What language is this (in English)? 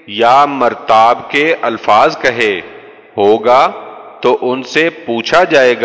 Urdu